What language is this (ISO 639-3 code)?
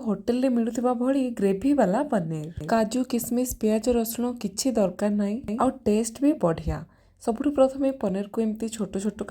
ori